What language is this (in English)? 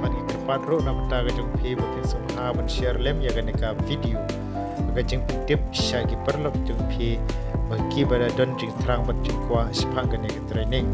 Khasi